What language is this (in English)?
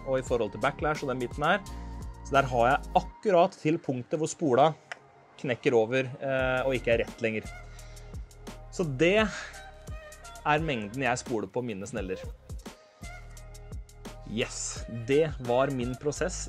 Norwegian